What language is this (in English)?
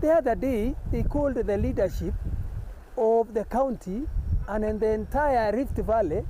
Gusii